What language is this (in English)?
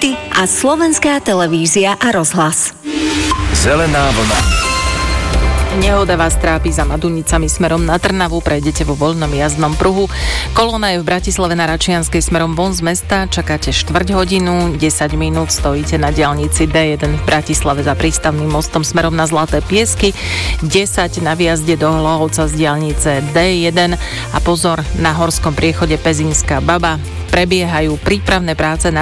Slovak